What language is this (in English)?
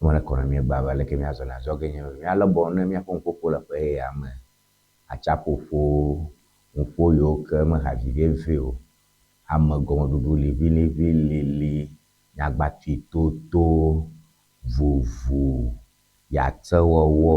Ewe